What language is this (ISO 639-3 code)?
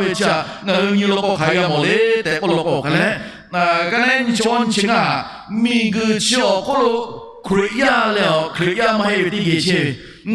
lhu